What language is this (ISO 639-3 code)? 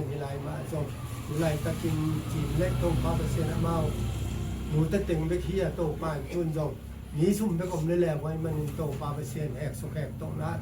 ctd